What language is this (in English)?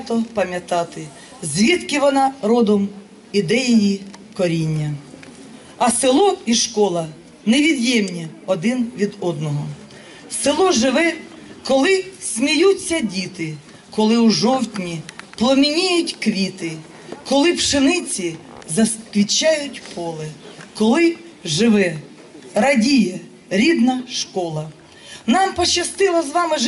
Ukrainian